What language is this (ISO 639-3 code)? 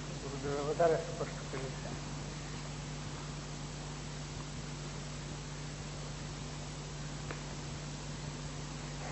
guj